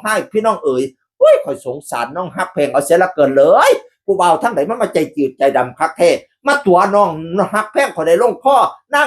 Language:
Northeastern Thai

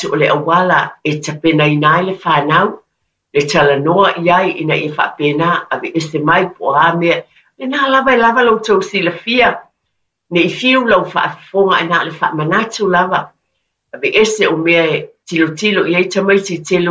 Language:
Samoan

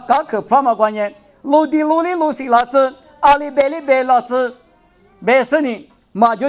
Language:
Lisu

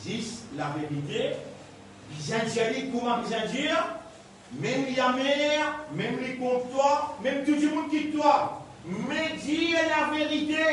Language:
Morisyen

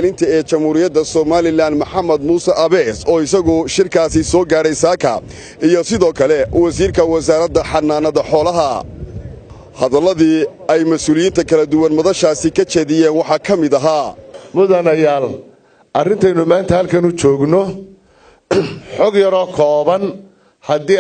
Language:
Somali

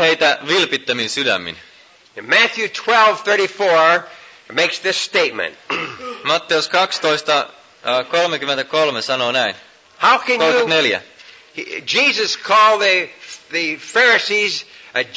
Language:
Finnish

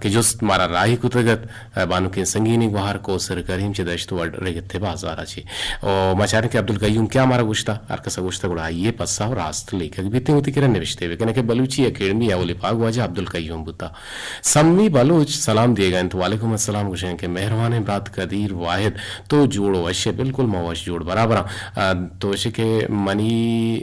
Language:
Eastern Balochi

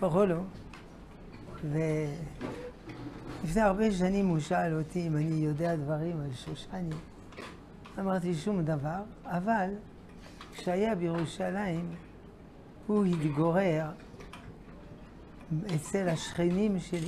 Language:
Hebrew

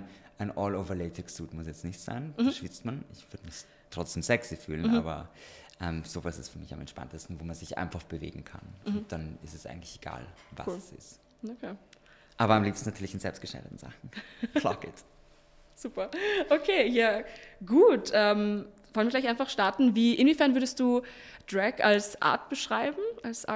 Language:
German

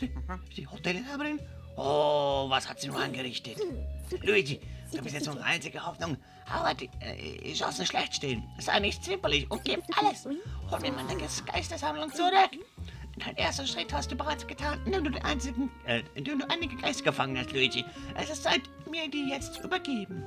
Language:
Swiss German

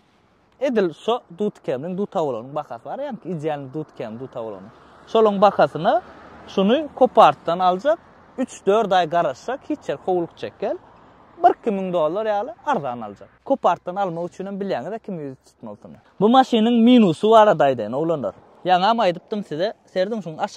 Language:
Turkmen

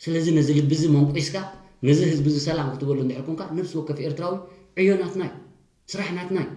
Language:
Tigrinya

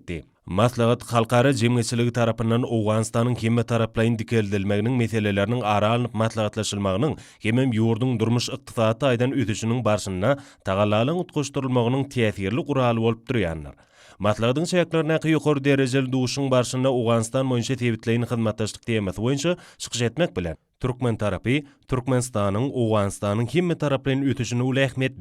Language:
Turkmen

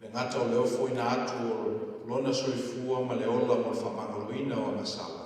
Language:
Samoan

